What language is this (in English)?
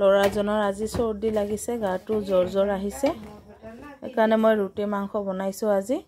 Assamese